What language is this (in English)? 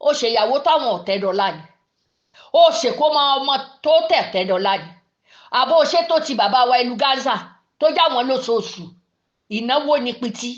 Yoruba